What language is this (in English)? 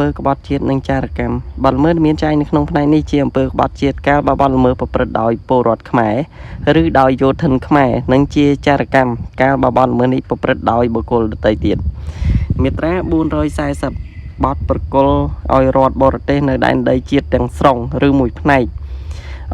Khmer